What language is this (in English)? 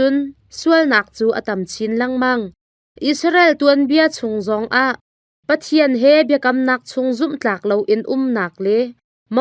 Hakha Chin